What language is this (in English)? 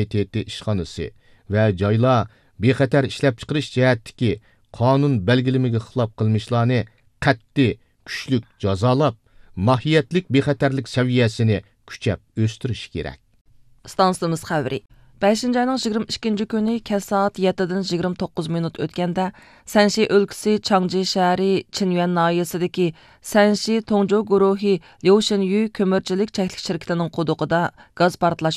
Uyghur